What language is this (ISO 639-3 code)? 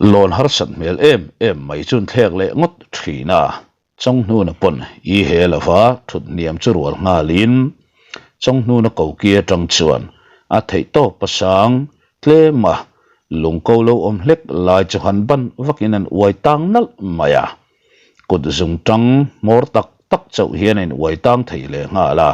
lus